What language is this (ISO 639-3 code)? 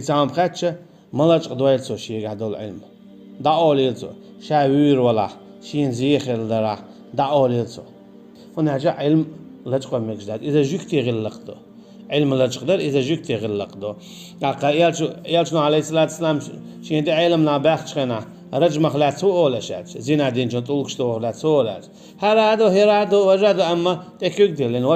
che